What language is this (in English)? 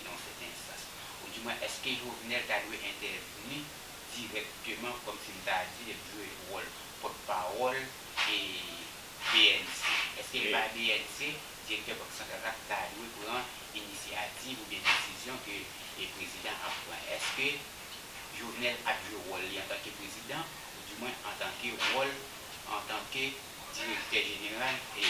Haitian Creole